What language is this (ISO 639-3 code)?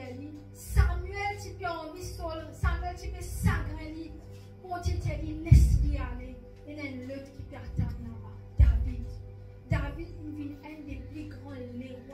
mfe